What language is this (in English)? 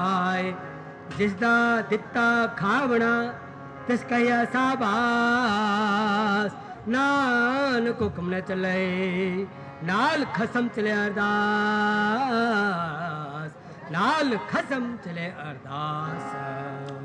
Punjabi